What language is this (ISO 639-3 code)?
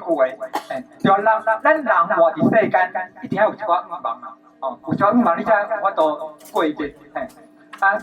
nan